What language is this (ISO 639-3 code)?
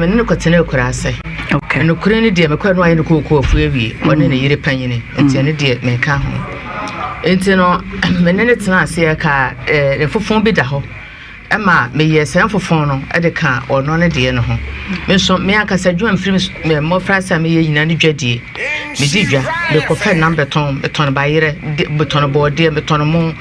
aka